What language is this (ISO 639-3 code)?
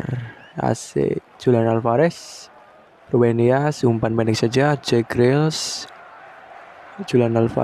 ind